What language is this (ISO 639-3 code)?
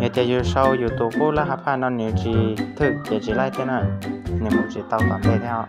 hmn